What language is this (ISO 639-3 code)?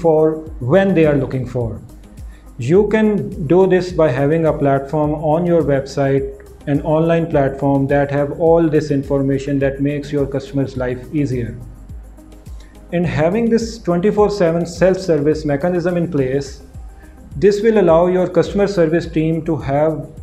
eng